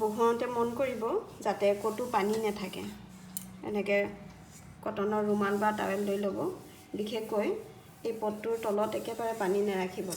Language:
Assamese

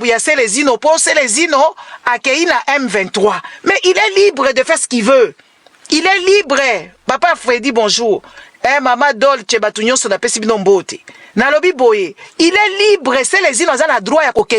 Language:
Lingala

